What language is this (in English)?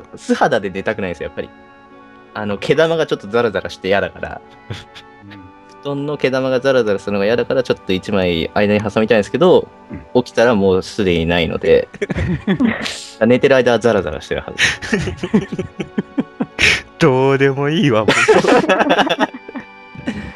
Japanese